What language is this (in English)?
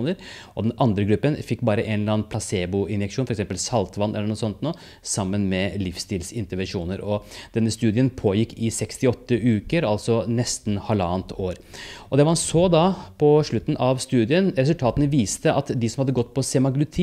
Norwegian